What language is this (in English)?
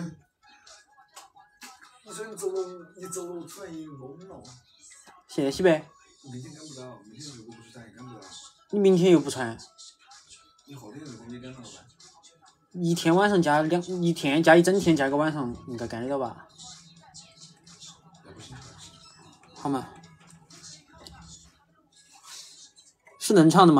Chinese